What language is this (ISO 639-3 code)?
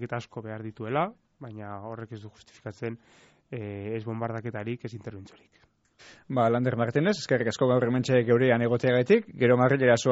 eus